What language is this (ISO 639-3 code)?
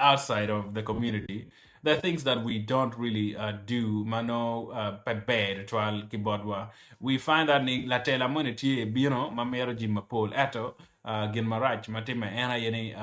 ach